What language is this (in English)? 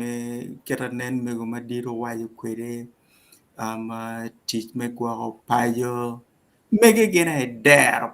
Acoli